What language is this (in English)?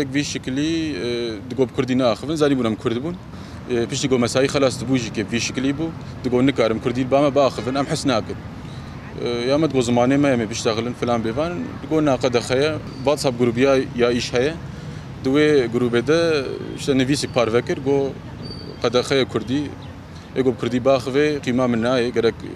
Kurdish